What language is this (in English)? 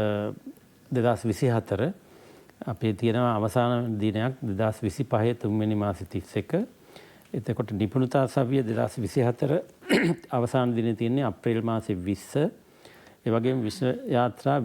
Sinhala